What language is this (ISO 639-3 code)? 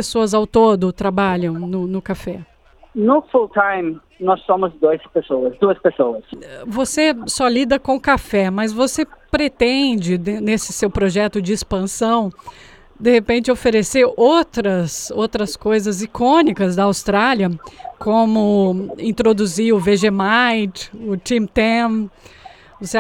por